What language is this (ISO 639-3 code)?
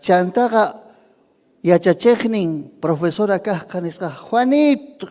quy